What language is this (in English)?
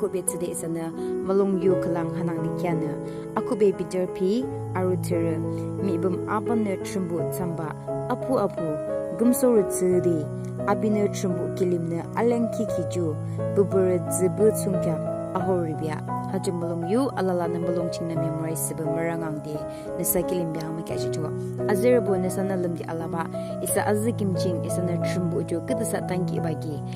Yimchungru Naga